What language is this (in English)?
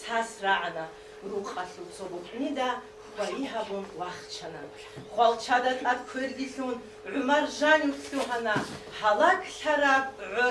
Avaric